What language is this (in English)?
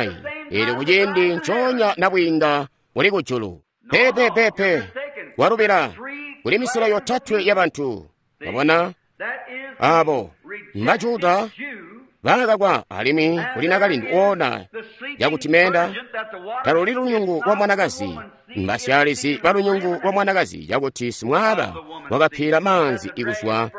Tonga (Zambia)